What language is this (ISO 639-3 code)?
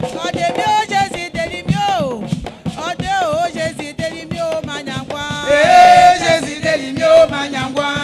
bci